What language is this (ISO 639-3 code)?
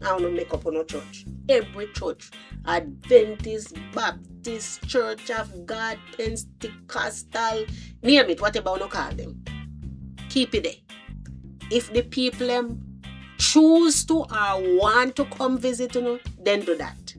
jam